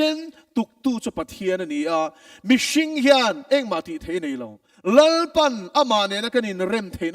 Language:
Mizo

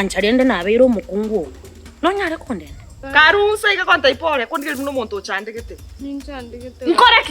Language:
Gusii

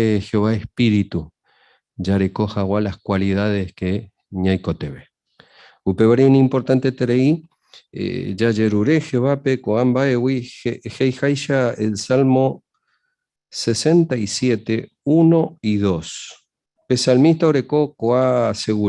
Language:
Guarani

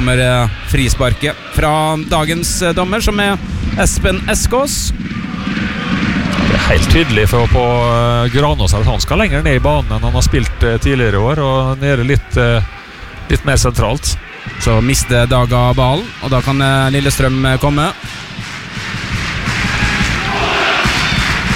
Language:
Norwegian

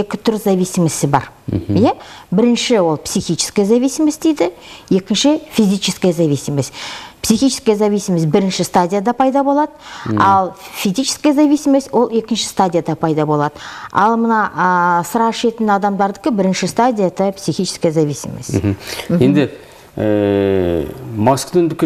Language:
Kazakh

